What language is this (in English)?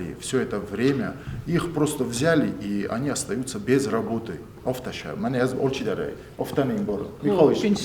Ossetic